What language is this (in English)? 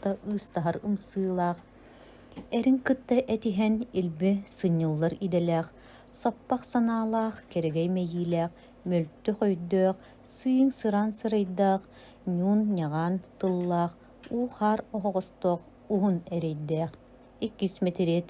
Yakut